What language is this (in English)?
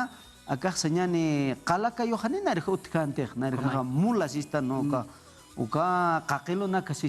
Aymara